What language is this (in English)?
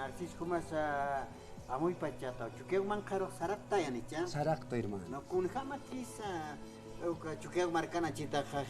Aymara